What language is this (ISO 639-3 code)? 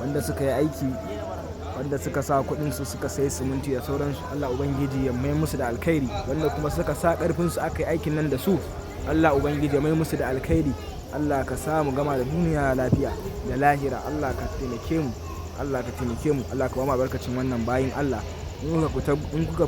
hau